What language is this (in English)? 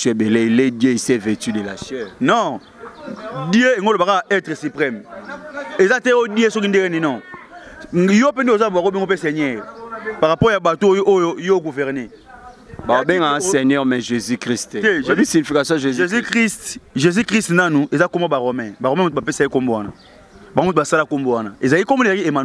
Lingala